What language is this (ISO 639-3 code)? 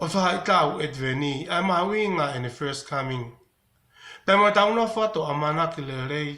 ton